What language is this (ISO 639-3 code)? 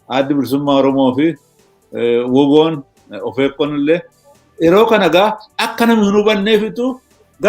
orm